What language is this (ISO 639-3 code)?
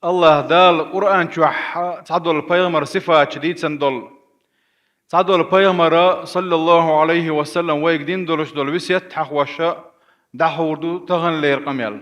che